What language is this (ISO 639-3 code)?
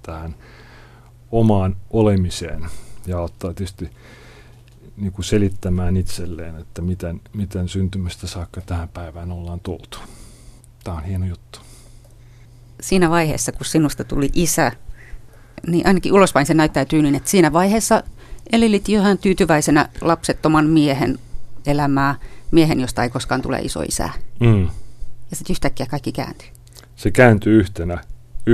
fin